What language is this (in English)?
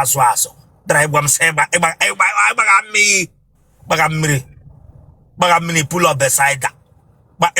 Igbo